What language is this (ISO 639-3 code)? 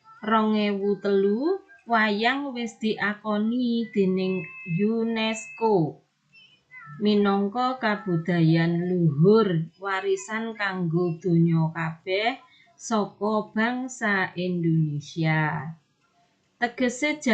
jav